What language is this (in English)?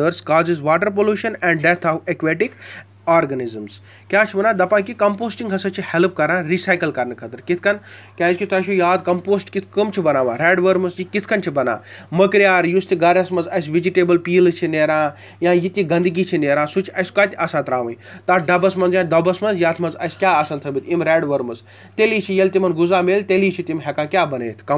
Kashmiri